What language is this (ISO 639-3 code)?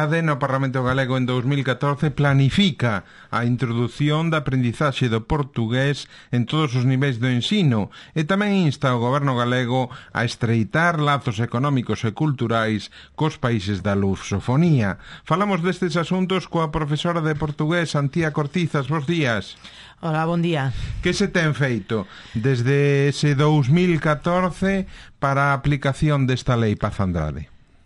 glg